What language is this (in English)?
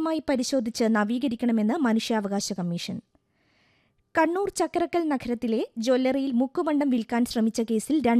Malayalam